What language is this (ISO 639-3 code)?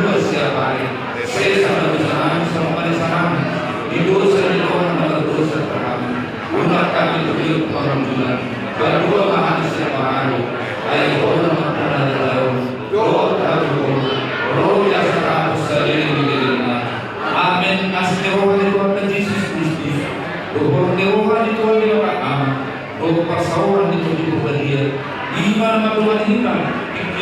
bbc